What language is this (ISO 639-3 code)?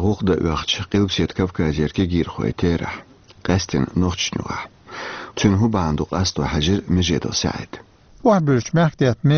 che